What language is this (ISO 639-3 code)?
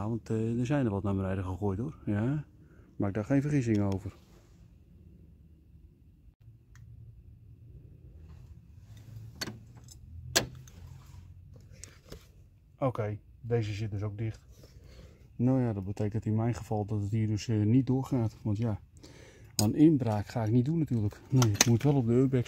nld